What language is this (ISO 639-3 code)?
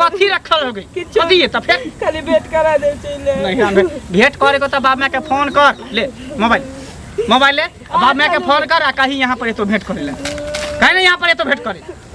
mai